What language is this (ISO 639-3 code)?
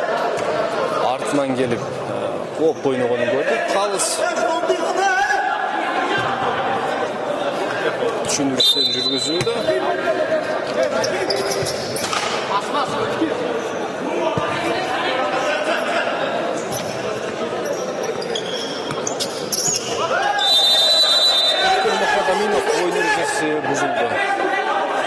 kir